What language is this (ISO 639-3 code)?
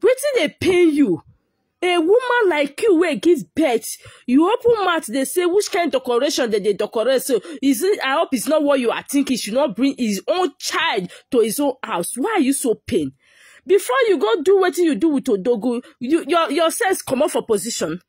pcm